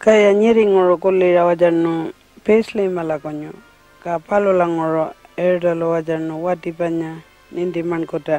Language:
Pitjantjatjara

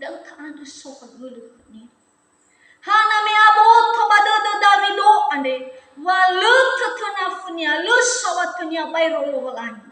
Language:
Nias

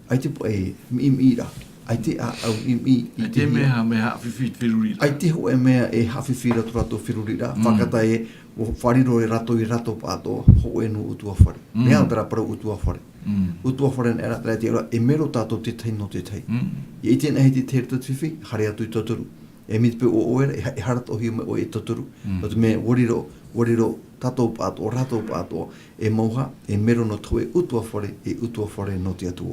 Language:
Tahitian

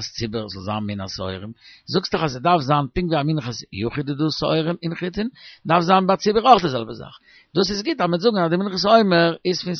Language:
Yiddish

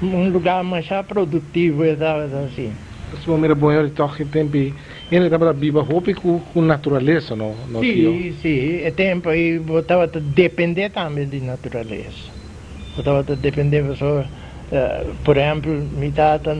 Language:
Papiamento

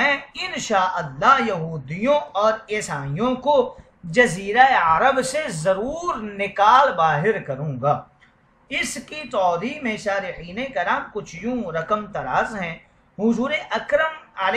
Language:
Urdu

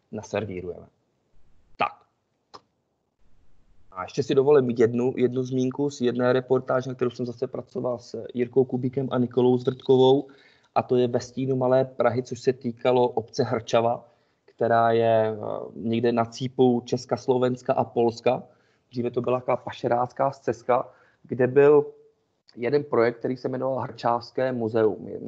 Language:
Czech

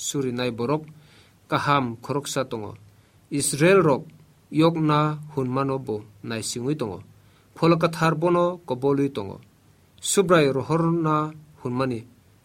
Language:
Kok Borok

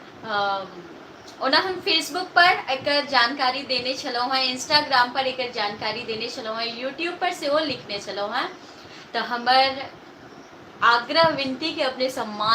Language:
Maithili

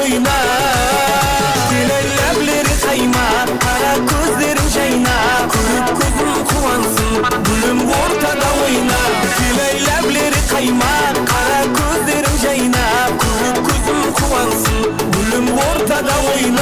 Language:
Kara-Kalpak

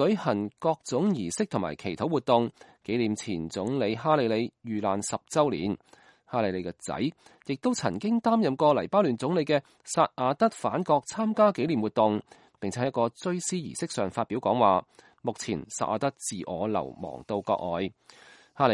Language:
Cantonese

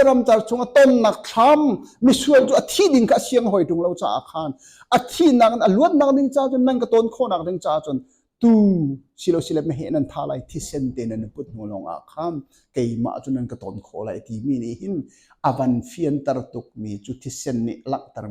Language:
Hakha Chin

